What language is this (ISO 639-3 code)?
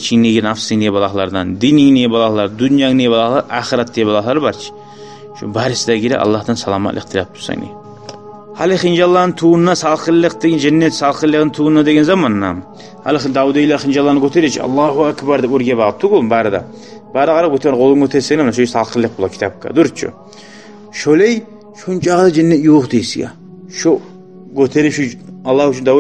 kum